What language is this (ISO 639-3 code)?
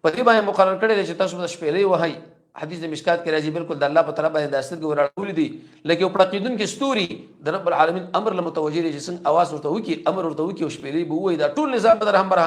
pus